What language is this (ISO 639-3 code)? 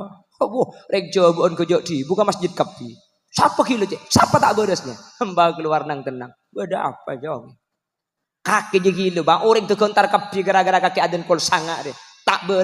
mad